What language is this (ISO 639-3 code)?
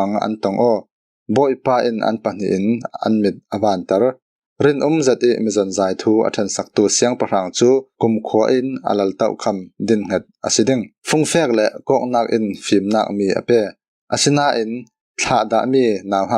cfm